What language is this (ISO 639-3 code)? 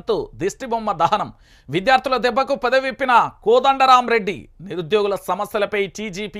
tel